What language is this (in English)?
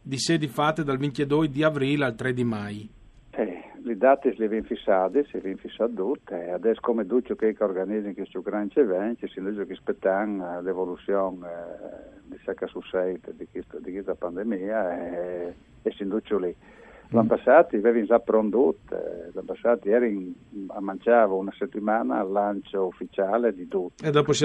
Friulian